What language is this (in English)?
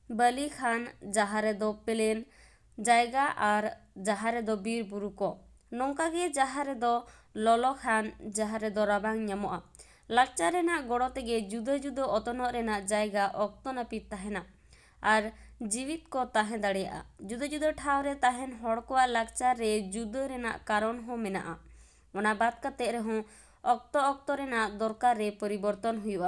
Santali